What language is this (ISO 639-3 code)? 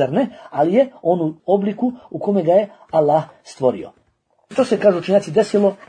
bos